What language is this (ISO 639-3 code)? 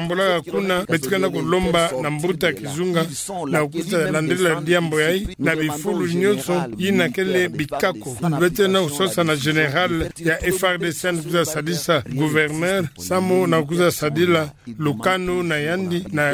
ktu